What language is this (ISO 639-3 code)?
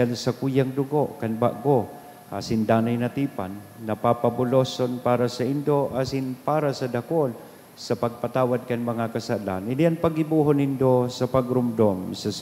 bik